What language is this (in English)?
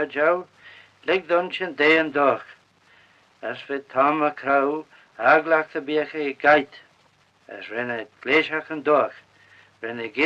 Manx